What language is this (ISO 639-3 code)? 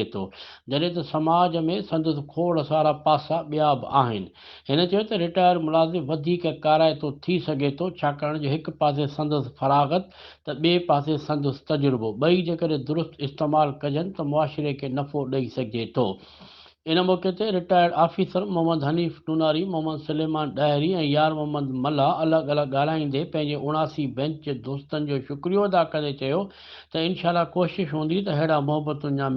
snd